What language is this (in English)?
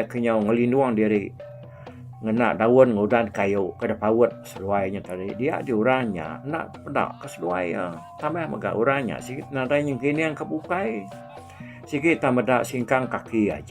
Iban